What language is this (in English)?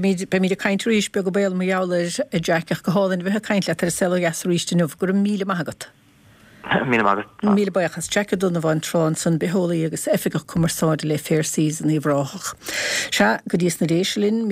Irish